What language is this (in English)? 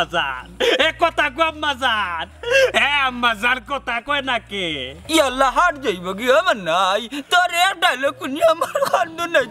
Sylheti